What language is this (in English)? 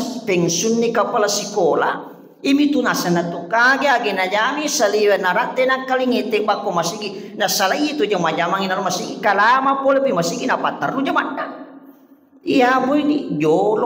Buginese